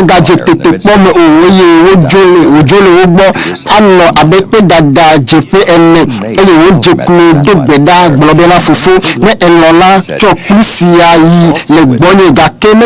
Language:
Ewe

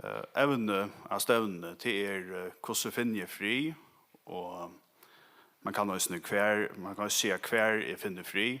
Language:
Faroese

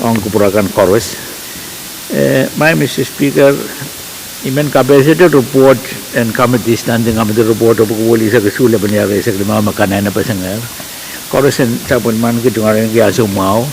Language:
Pohnpeian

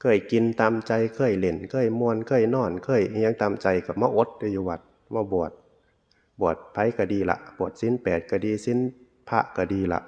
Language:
Northeastern Thai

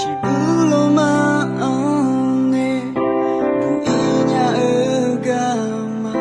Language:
Akha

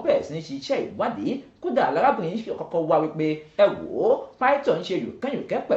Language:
Yoruba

